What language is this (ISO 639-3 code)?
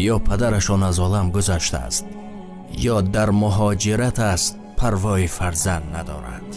tgk